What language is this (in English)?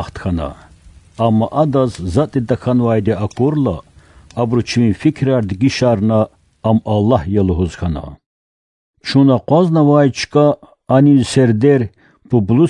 Lezghian